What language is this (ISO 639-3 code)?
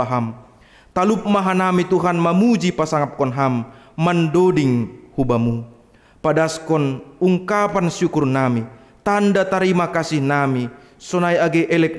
bts